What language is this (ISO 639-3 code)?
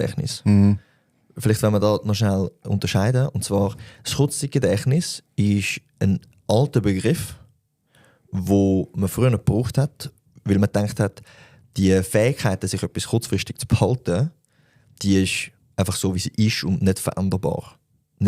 gsw